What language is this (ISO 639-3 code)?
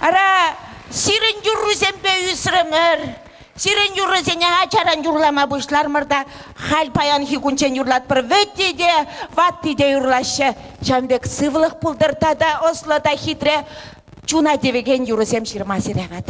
chv